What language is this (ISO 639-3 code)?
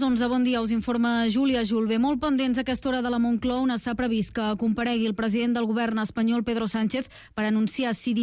cat